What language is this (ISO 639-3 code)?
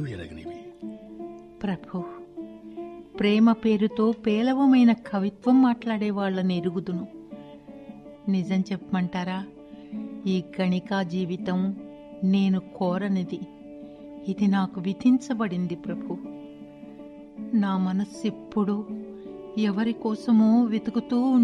tel